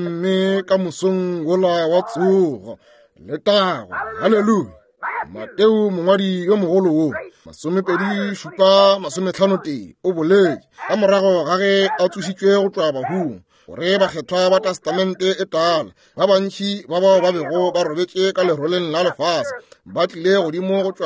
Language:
Northern Sotho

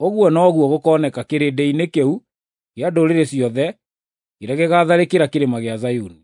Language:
Kikuyu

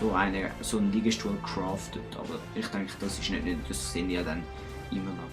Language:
Swiss German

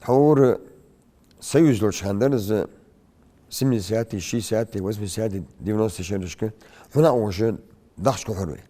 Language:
Ingush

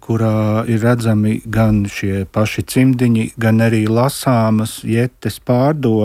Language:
Latvian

